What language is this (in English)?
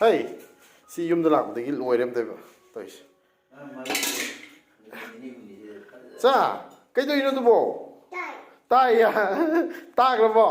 Manipuri